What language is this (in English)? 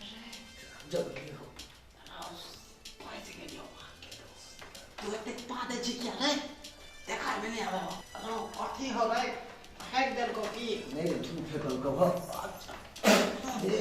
Maithili